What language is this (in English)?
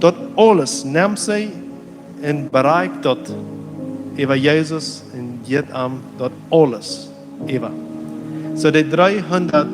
Plautdietsch